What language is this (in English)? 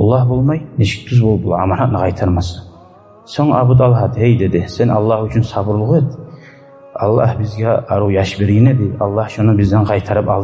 Kumyk